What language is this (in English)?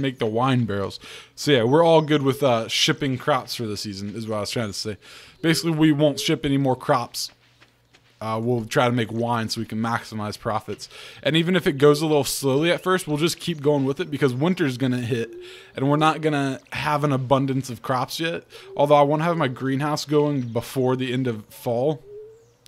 English